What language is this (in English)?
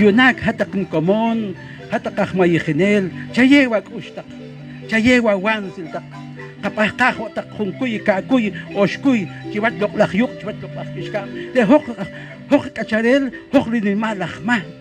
Poqomchi'